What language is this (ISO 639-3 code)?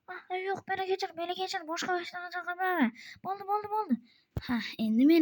uzb